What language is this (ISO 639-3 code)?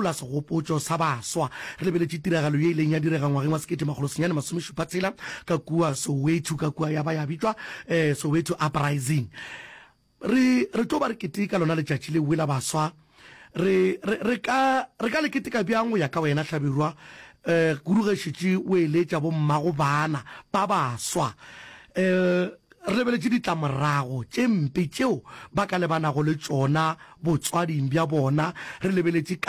nso